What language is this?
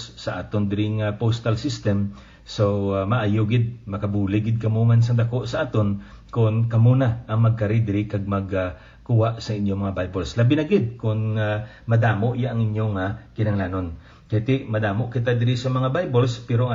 Hiligaynon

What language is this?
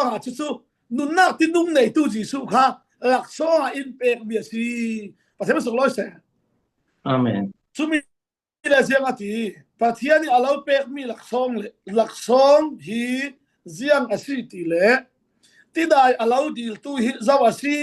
Falam Chin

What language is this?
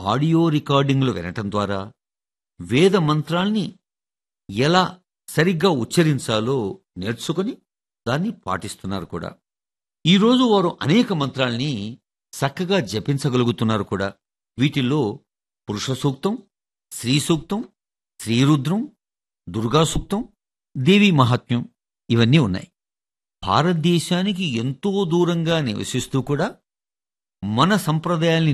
Telugu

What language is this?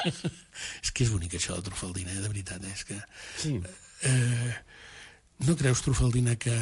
Catalan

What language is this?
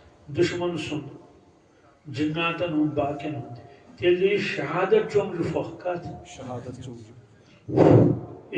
Kashmiri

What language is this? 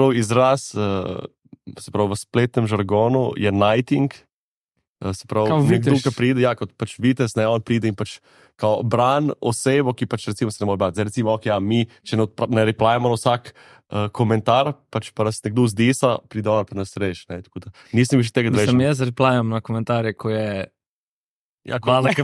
Slovenian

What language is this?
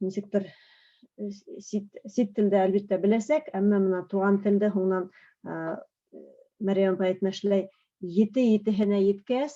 Bashkir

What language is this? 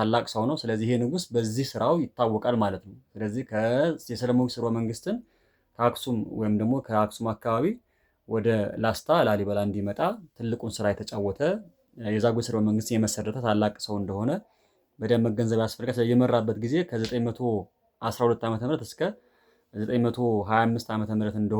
Amharic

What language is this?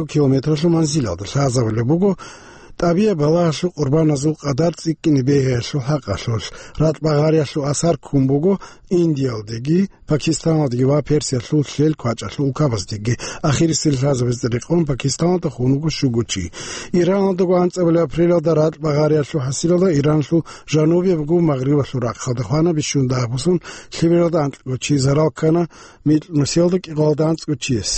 Avaric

